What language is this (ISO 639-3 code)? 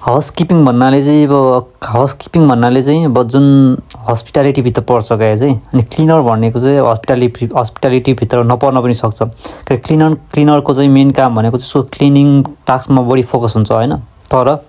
nep